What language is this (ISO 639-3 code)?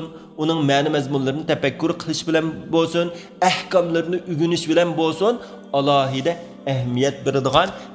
uig